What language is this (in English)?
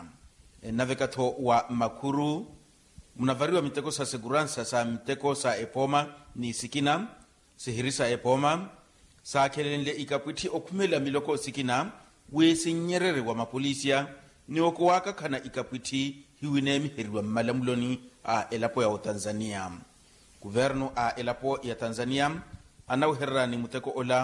Makhuwa